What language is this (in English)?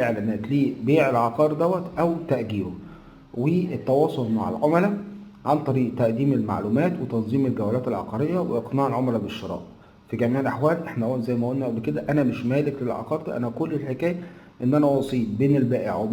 Egyptian Arabic